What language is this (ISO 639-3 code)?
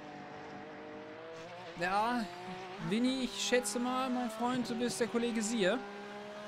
deu